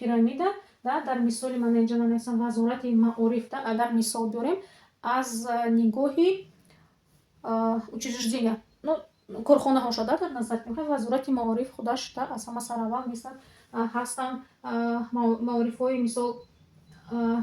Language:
Tajik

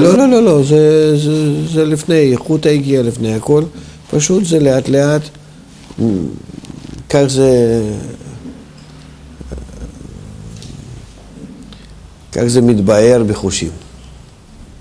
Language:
Hebrew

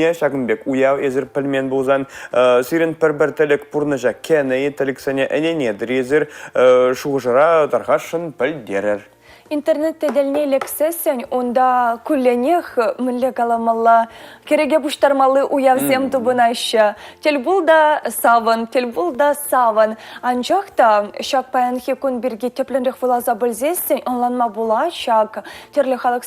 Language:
Chuvash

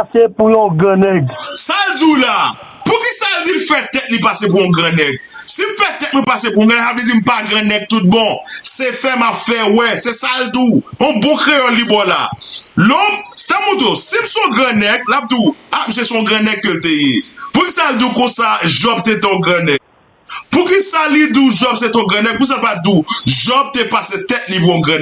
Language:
Haitian Creole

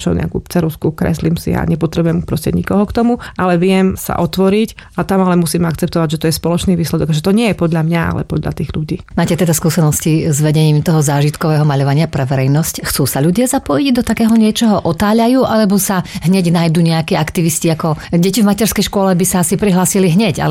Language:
Slovak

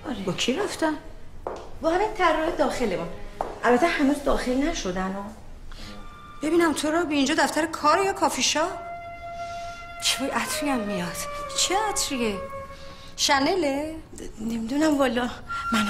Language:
Persian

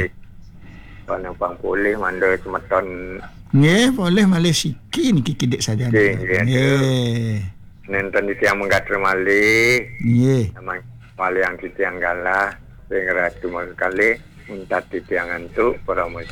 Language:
Balinese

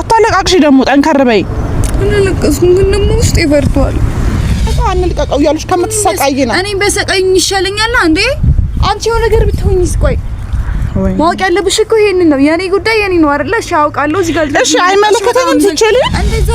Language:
Amharic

